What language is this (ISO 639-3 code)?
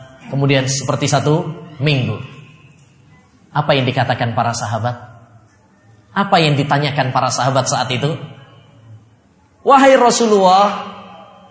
ind